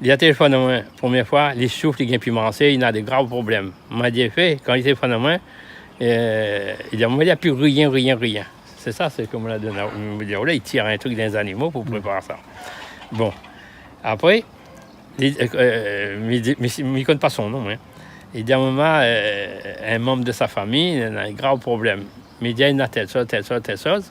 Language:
Réunion Creole French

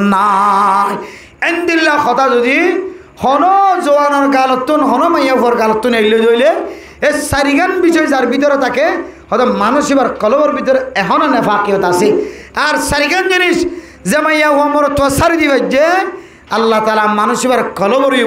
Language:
Rohingya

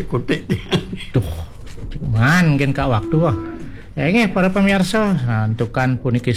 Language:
Balinese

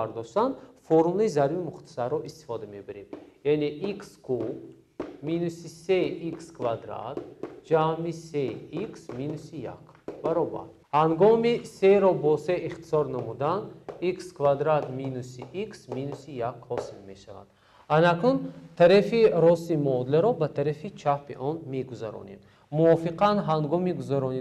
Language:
Tajik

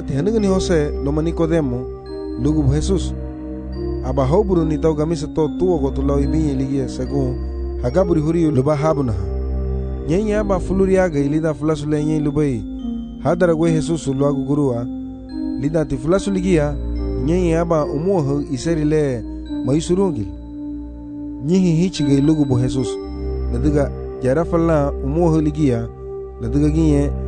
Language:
Garifuna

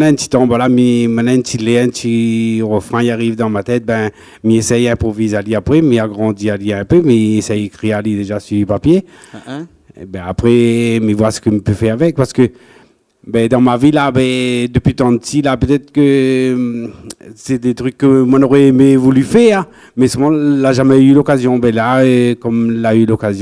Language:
Réunion Creole French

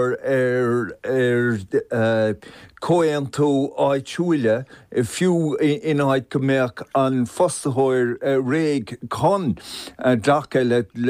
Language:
Irish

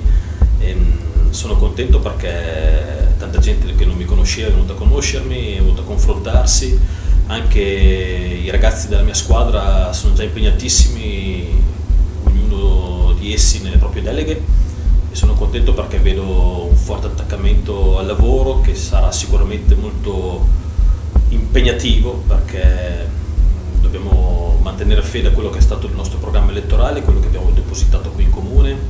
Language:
Italian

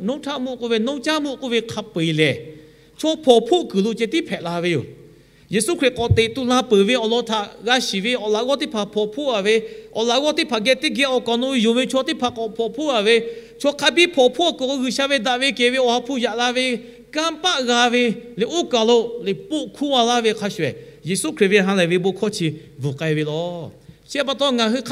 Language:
Lahu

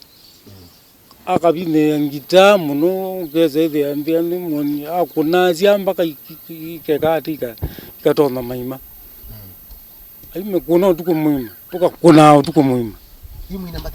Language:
Kamba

